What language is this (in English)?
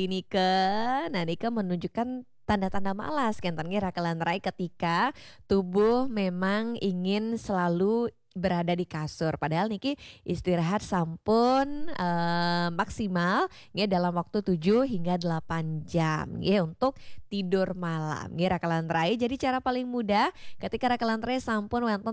Balinese